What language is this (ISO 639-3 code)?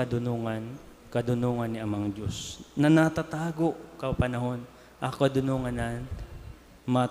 bik